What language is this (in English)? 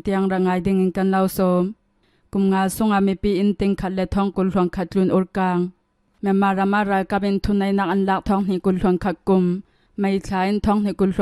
Hakha Chin